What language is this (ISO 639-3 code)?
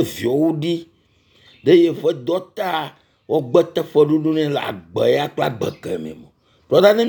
ewe